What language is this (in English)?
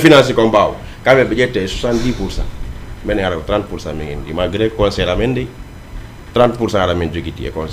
Fula